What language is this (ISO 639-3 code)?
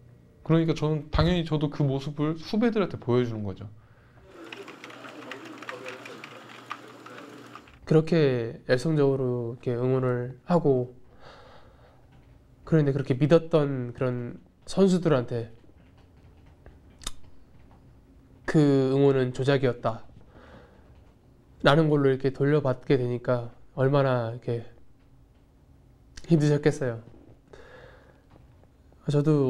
kor